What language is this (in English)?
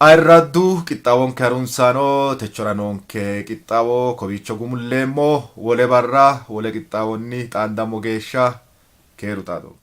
Sidamo